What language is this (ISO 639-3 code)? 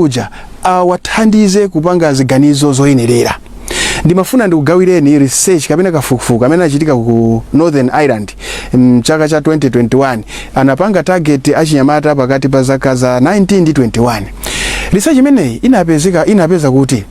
nya